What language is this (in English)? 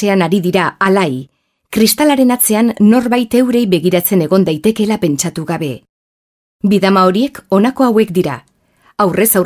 Basque